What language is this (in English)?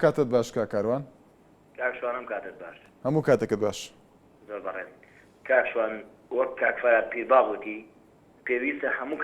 Central Kurdish